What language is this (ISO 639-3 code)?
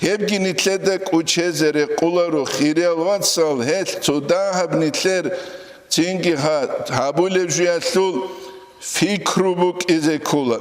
ava